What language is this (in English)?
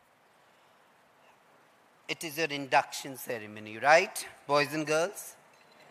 English